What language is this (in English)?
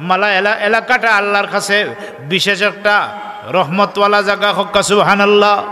Sylheti